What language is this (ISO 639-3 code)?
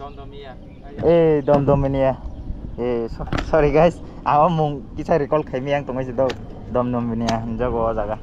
trp